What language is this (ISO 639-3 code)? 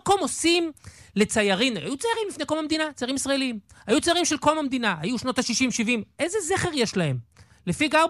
heb